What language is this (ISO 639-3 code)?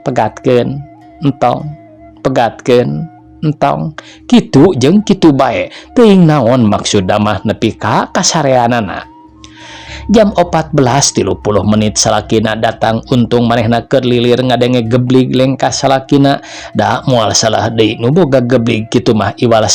sun